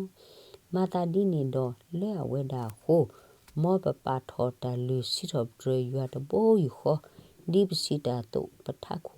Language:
S'gaw Karen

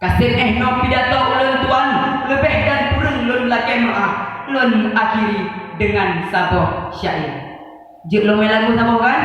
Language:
Achinese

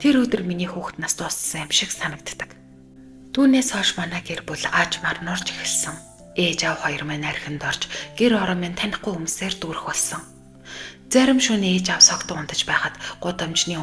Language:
Mongolian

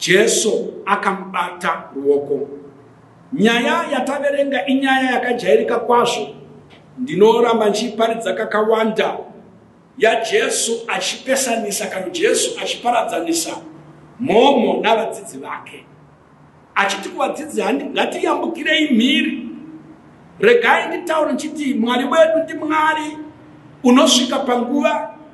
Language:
Shona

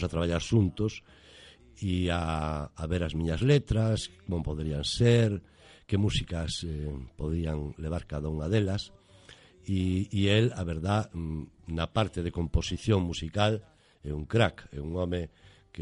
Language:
Galician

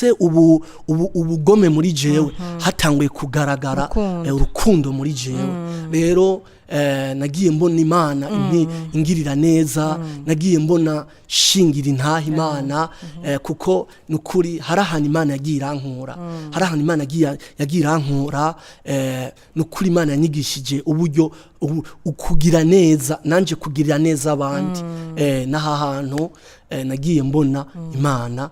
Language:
Rundi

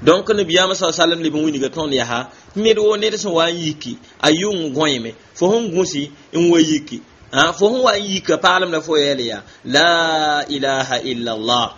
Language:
Mossi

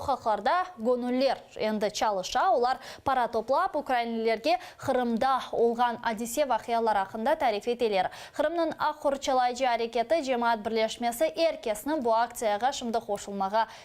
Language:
Crimean Tatar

